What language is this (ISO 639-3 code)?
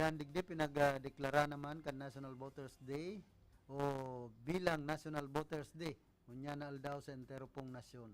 bik